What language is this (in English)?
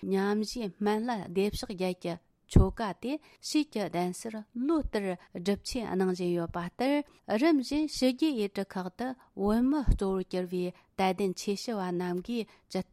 Tibetan